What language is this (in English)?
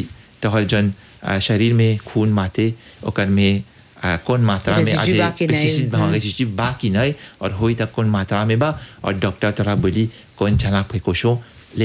Bhojpuri